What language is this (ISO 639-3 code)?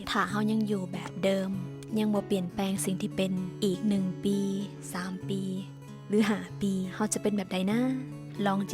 lao